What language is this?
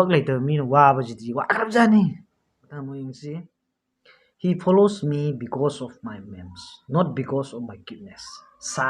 Manipuri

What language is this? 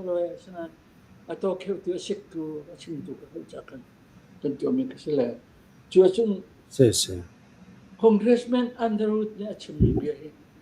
Falam Chin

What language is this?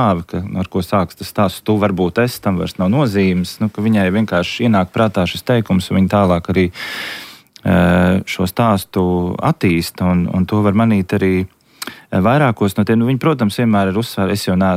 Latvian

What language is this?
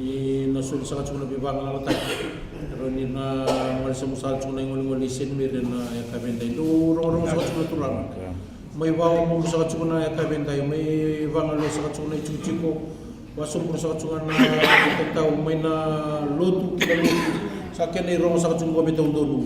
Fijian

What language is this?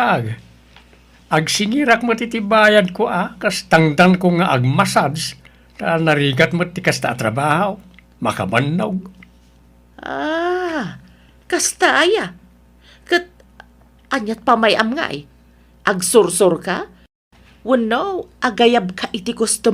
Iloko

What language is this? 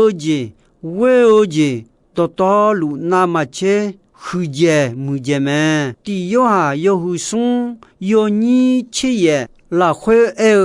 Akha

